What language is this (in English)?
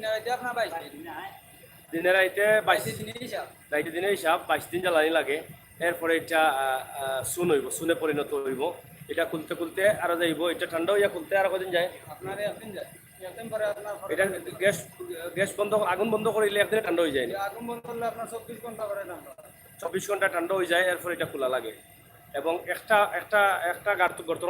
Sylheti